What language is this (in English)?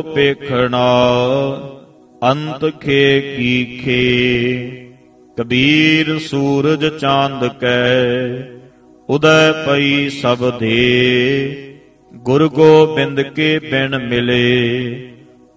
Punjabi